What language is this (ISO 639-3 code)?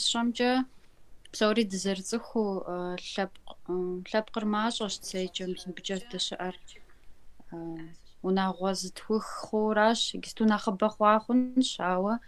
kbd